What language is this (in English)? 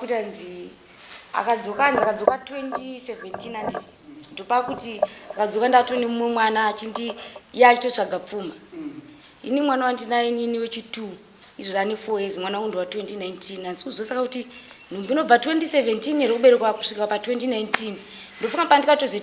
Shona